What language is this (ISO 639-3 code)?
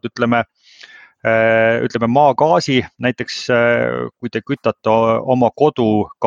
est